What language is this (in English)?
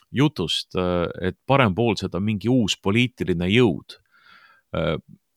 Estonian